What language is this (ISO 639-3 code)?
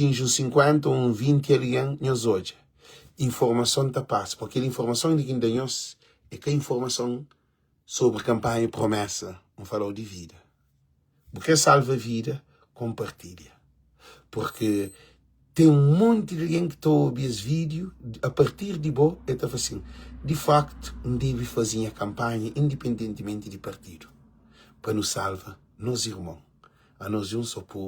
kea